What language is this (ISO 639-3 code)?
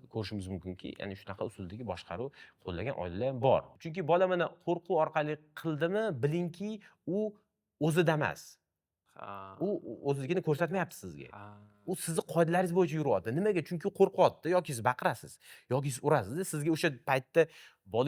uzb